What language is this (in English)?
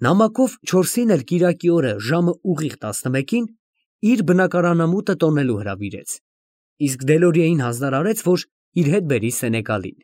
Armenian